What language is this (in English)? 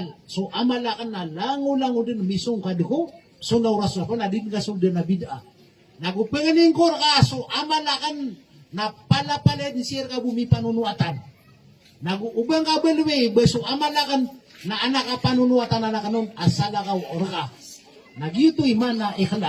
Maranao